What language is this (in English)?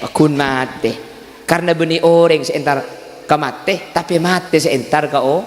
Madurese